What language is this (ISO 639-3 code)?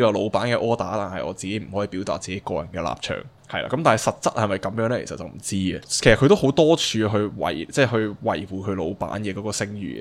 yue